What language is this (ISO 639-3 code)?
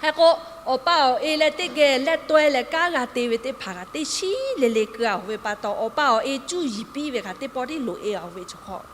lhu